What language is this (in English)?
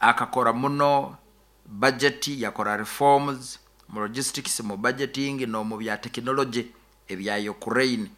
Nyoro